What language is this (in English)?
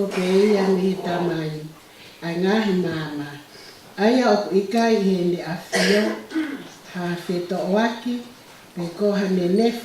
Tongan